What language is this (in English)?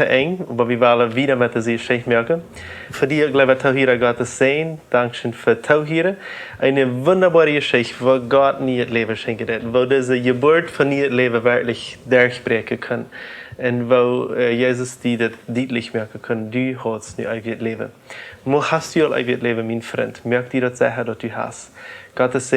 Plautdietsch